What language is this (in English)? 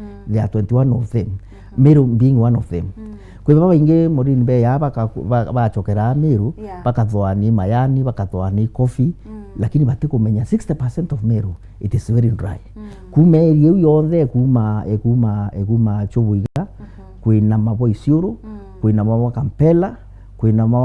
Meru